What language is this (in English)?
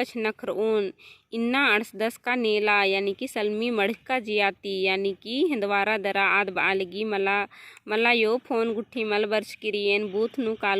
Kurukh